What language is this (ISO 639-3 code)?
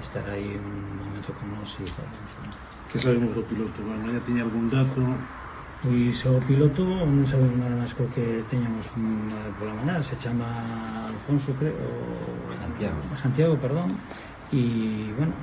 glg